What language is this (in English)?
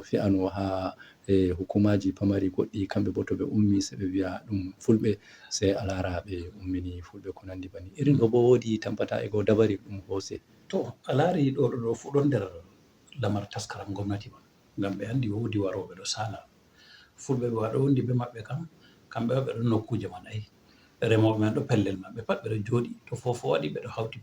Fula